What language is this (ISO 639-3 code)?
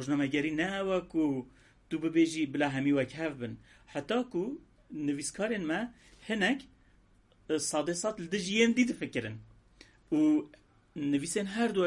kur